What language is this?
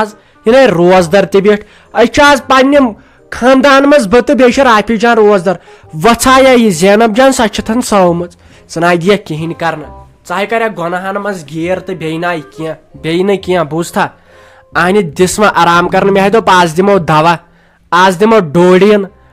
Kashmiri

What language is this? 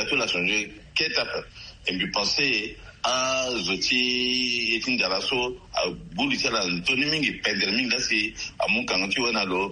Sango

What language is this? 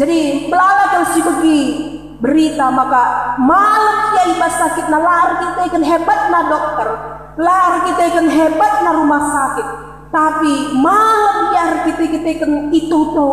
Batak Karo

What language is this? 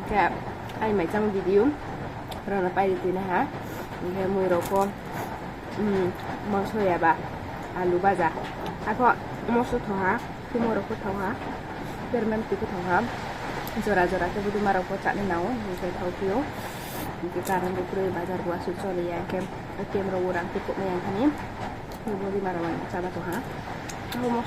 Riang (India)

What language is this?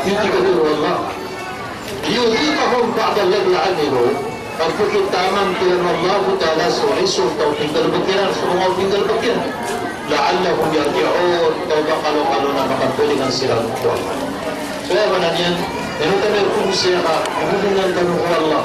Maranao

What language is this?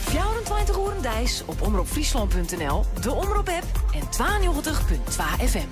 Western Frisian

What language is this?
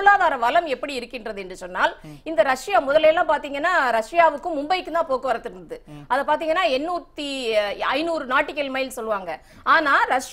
Tamil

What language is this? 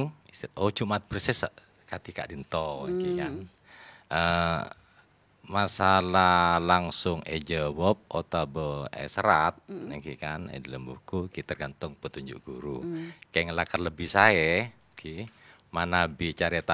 Madurese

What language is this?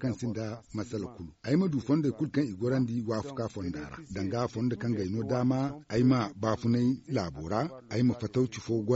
Zarma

